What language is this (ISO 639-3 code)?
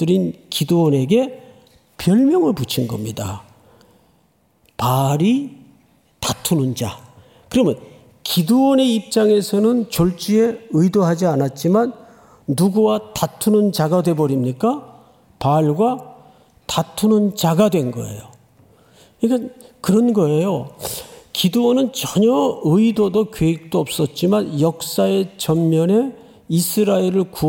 kor